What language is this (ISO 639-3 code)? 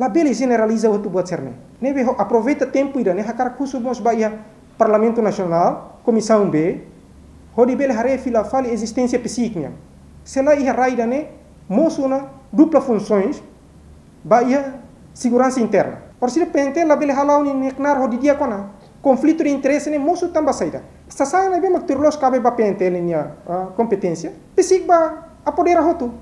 tet